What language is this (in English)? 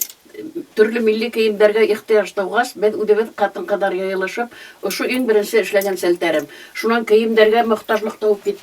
Bashkir